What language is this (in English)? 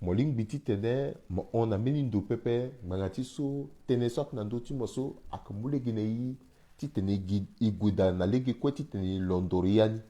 Sango